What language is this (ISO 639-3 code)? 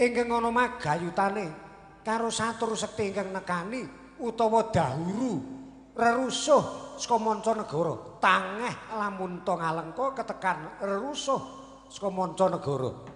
jav